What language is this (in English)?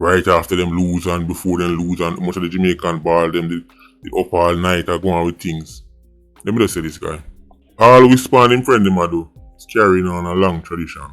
Jamaican Creole English